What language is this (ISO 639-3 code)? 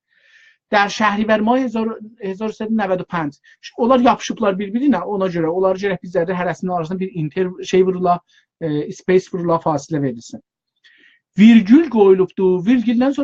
azb